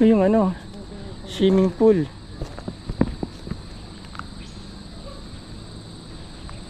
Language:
Filipino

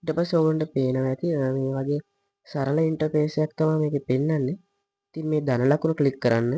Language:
Sinhala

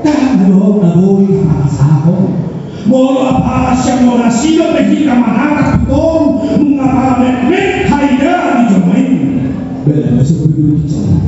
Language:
Batak Toba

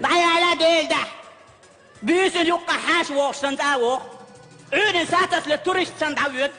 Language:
Chechen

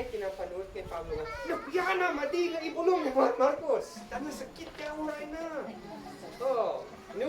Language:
Isnag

